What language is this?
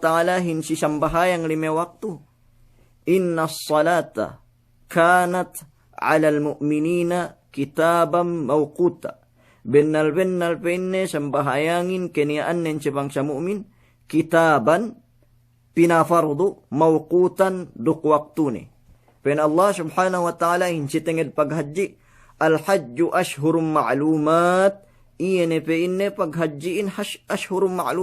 Yakan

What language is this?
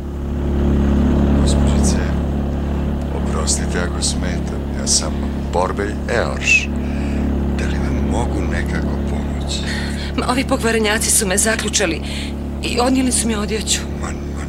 Bosnian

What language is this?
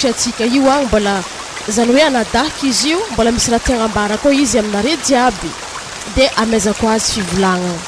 Malagasy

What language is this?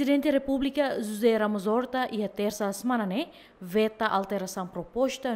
Tetum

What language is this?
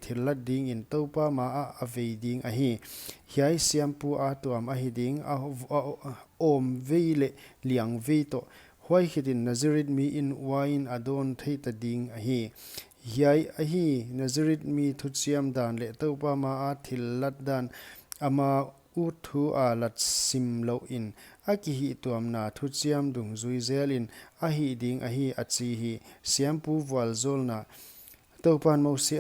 Paite Chin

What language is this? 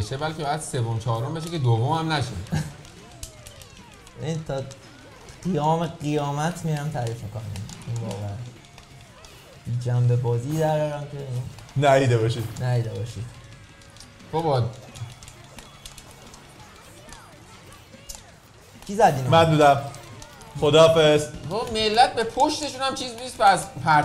Persian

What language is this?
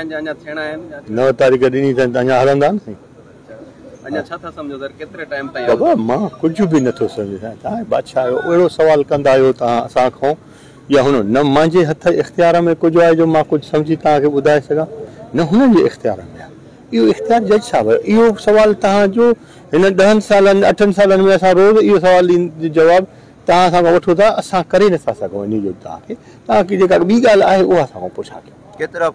Sindhi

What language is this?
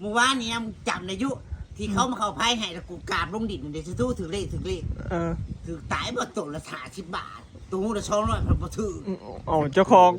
Northeastern Thai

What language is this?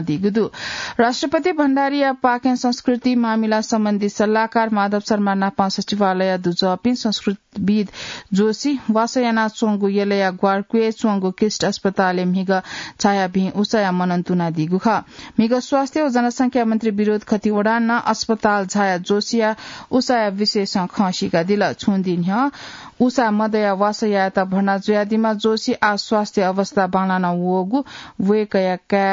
Newari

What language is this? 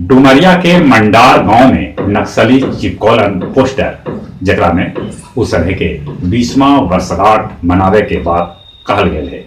Magahi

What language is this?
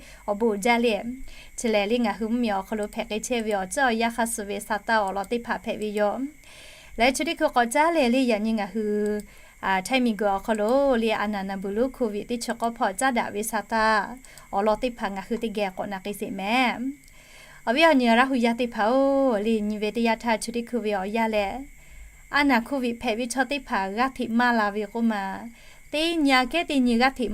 Lahu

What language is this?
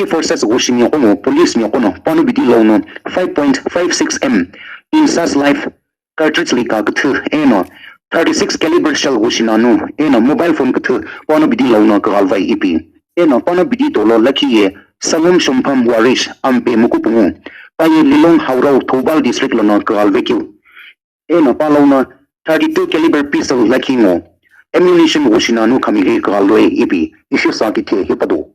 Sumi Naga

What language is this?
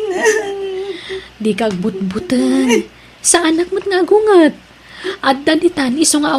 Iloko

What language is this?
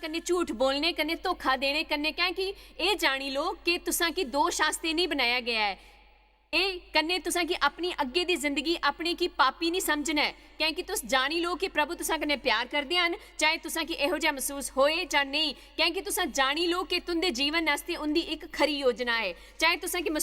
Dogri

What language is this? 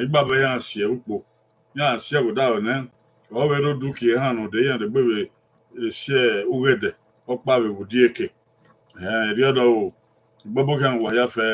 Bini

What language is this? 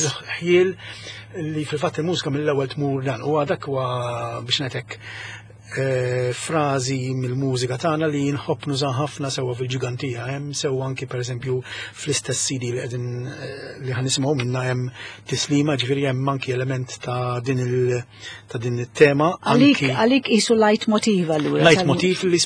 Maltese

